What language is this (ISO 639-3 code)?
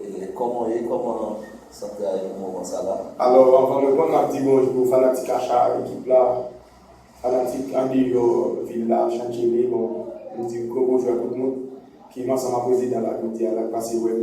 hat